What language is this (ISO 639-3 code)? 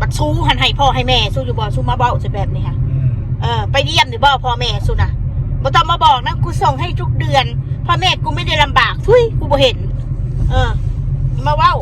tts